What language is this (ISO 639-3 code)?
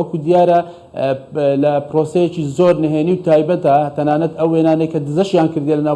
ckb